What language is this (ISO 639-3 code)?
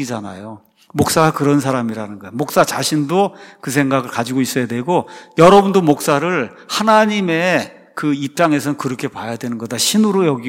kor